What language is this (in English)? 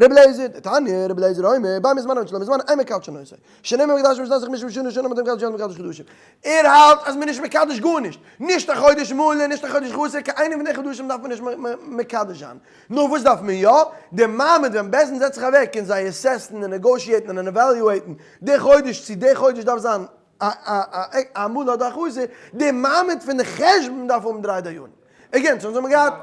Yiddish